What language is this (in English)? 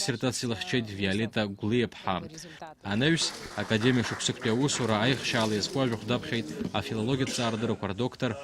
Abkhazian